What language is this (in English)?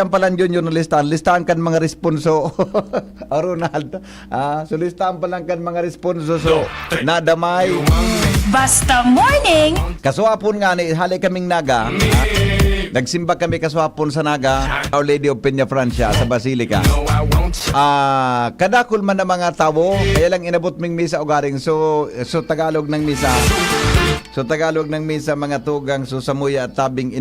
Bikol